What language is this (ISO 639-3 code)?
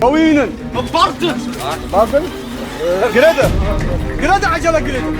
kur